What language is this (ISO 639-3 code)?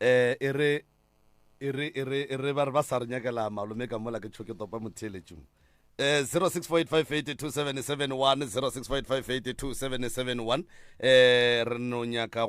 nso